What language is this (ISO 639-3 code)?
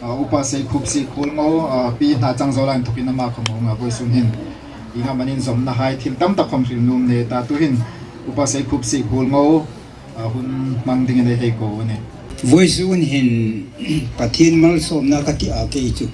hmr